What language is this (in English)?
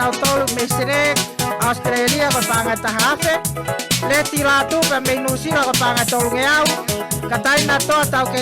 Tongan